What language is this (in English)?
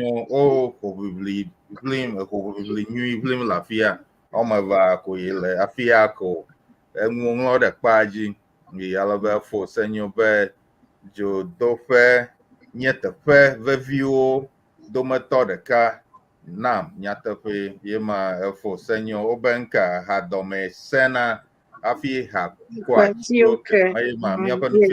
Ewe